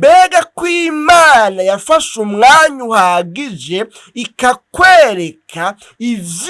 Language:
Rundi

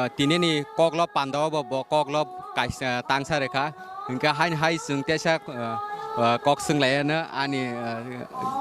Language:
Kok Borok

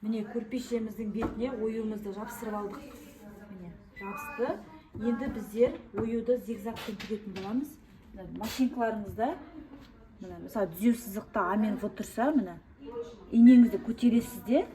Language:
Kazakh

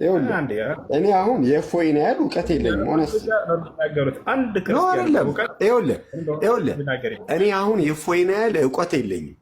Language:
Amharic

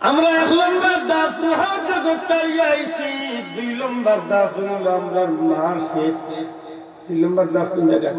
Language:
Sylheti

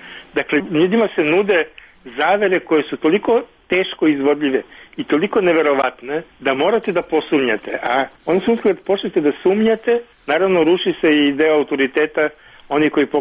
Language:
Serbian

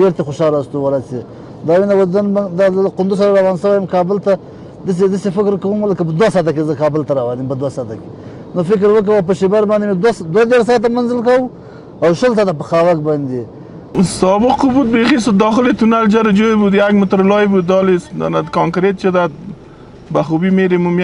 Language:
Pashto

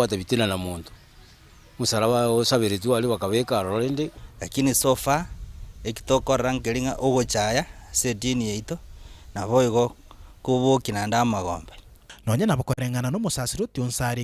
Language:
Gusii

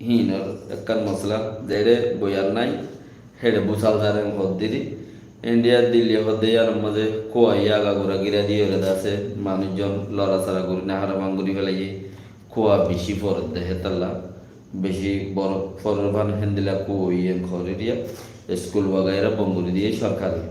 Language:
Rohingya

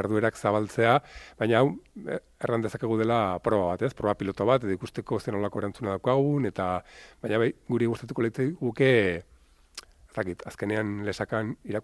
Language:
Basque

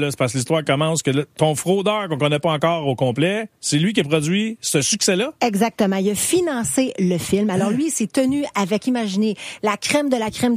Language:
French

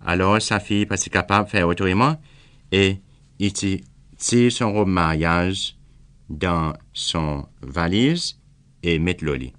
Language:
Seselwa Creole French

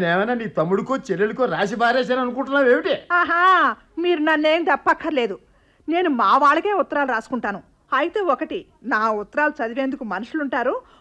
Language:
Telugu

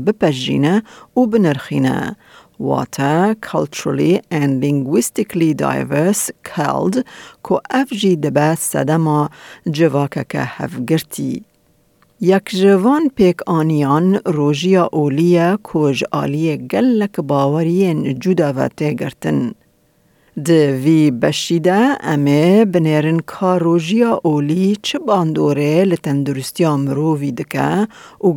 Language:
Kurdish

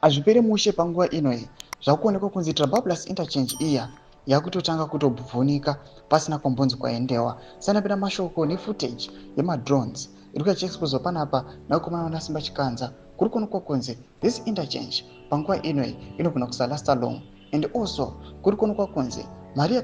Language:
Shona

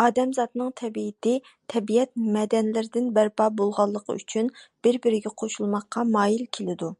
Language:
Uyghur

